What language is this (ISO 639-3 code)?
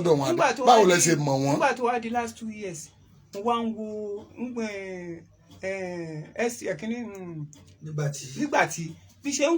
yor